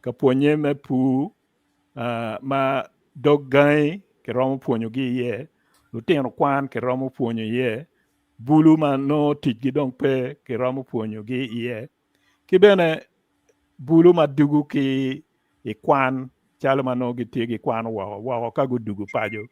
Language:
Acoli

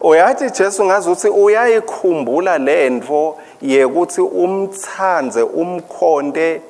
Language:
Swati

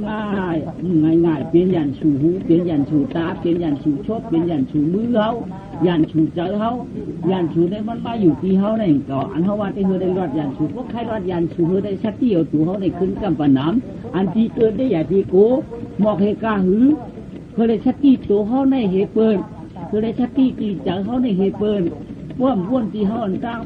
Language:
Shan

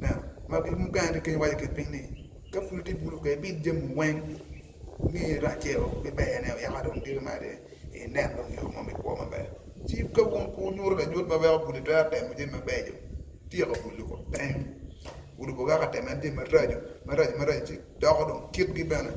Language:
Acoli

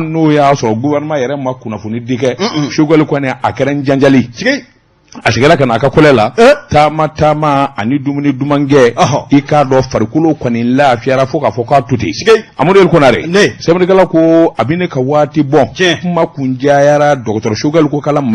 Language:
Bambara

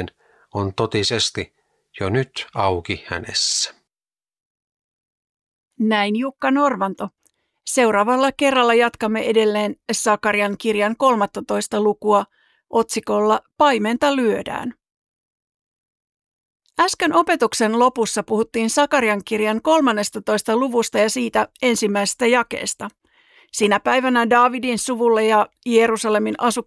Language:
Finnish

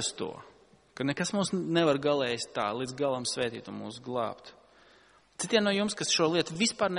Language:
Latvian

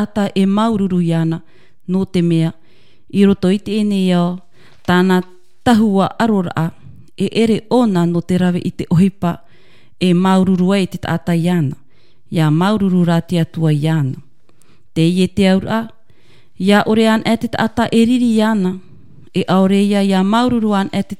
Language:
Tahitian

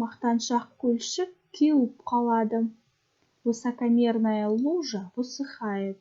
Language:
Kazakh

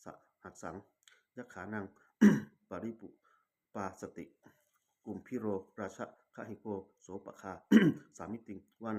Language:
Pali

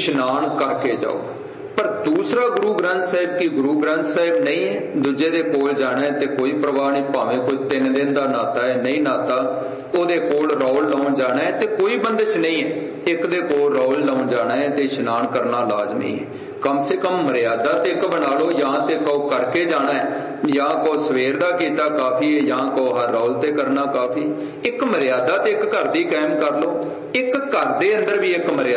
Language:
Punjabi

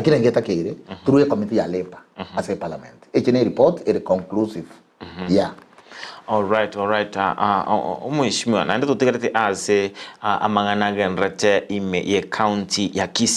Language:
Gusii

